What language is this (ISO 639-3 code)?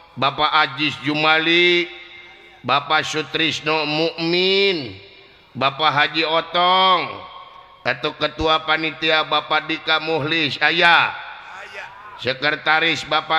sun